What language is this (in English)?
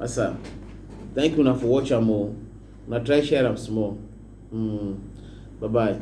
Cameroon Pidgin